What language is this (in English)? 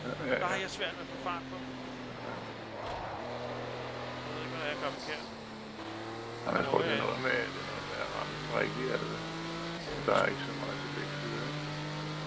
Danish